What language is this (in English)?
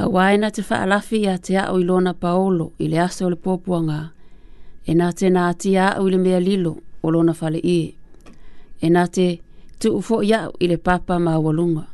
Samoan